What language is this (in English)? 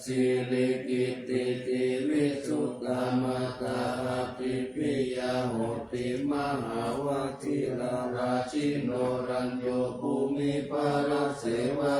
Pali